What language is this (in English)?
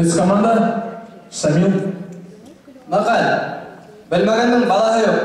Bashkir